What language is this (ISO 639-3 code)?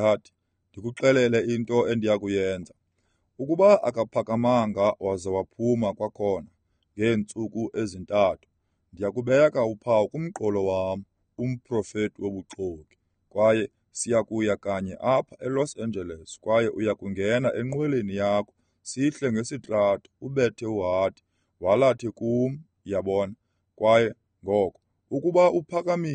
xho